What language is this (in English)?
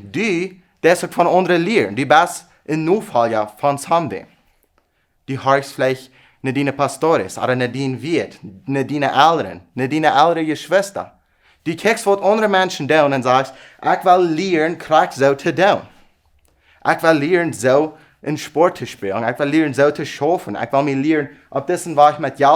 Plautdietsch